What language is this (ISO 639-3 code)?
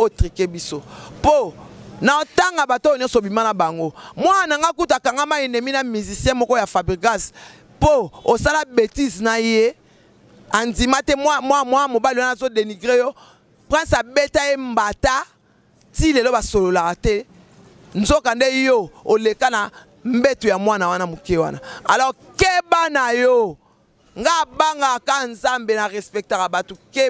lin